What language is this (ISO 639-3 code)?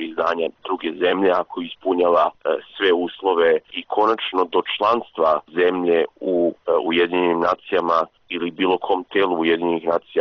srp